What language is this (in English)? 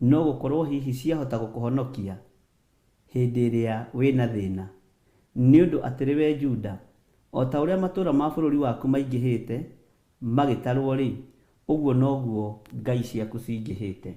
Kikuyu